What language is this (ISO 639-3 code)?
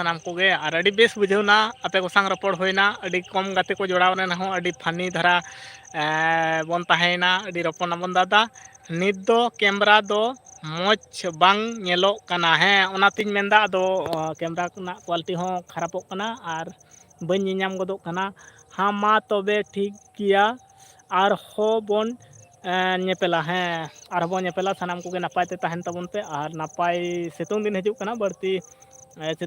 sat